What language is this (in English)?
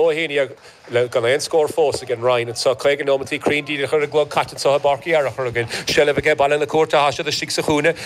Irish